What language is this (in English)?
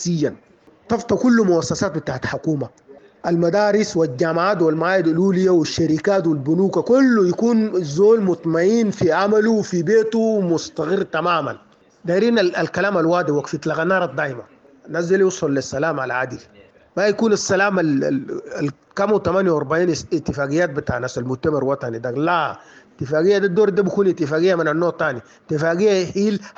Sudanese Arabic